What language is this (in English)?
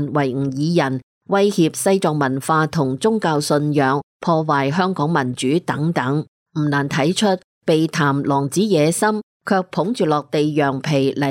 Cantonese